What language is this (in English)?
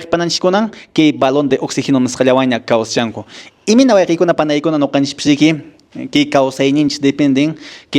Quechua